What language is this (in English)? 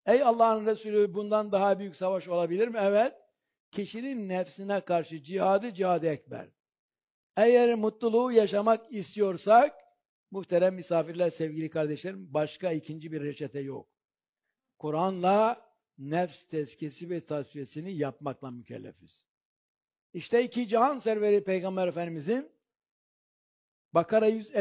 Turkish